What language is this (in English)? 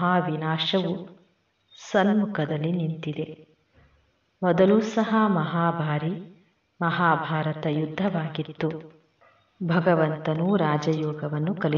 Kannada